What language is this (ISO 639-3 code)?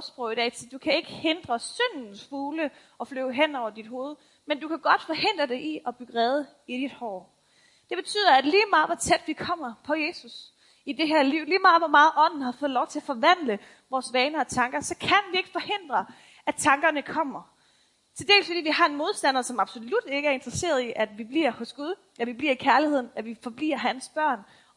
dan